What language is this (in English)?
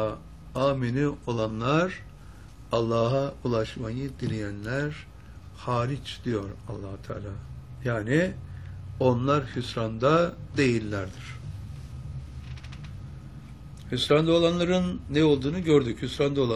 Turkish